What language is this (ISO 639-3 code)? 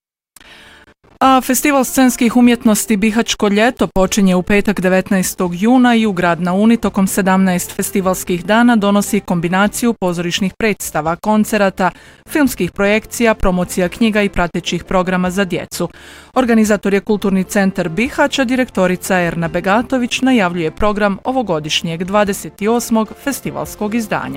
bos